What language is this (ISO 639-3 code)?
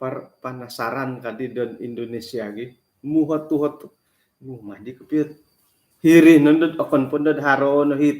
dtp